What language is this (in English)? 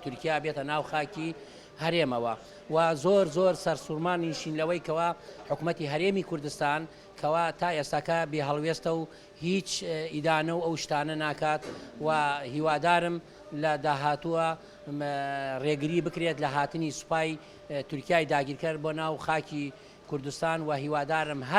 Central Kurdish